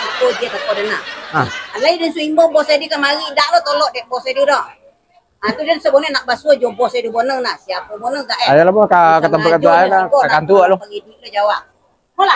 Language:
Minangkabau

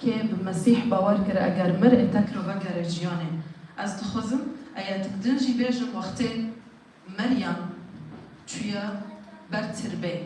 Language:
Kurdish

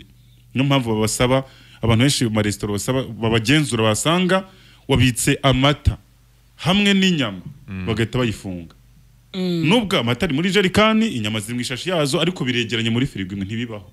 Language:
Kinyarwanda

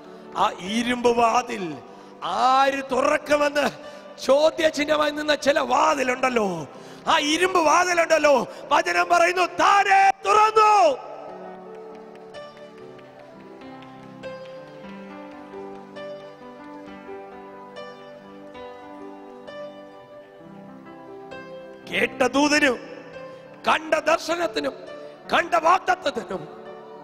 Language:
Malayalam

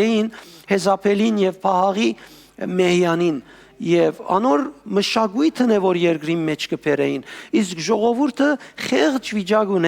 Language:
Western Armenian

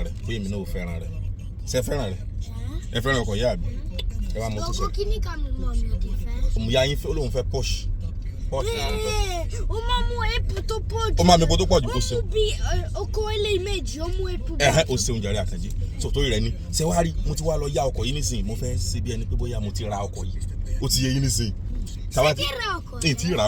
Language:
Yoruba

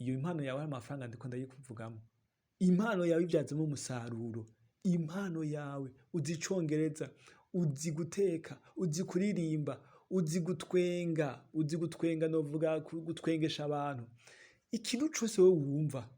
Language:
Rundi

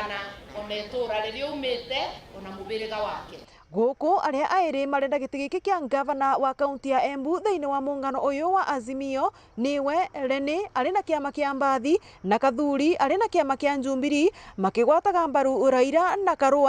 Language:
Meru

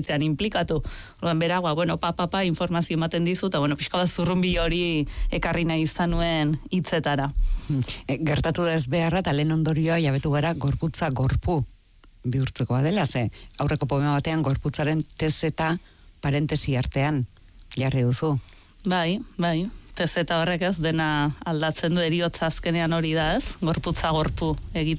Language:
Basque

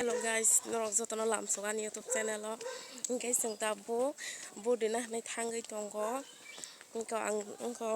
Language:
Kok Borok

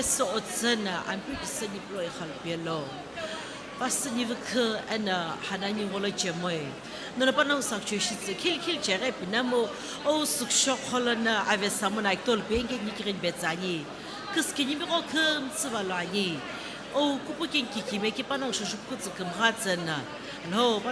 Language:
Sumi Naga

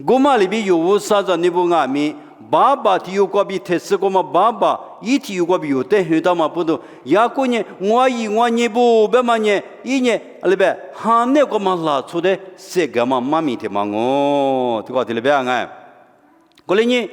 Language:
Lisu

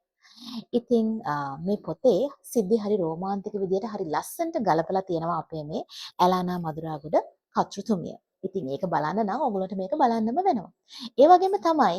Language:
Sinhala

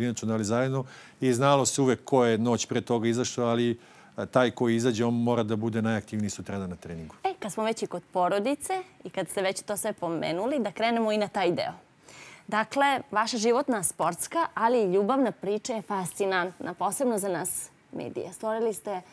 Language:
Serbian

